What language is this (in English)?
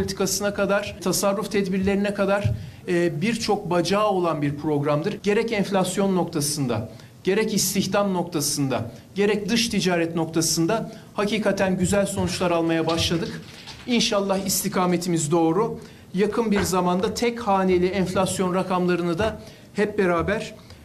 Turkish